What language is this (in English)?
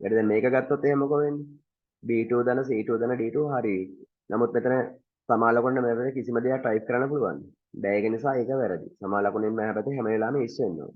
Sinhala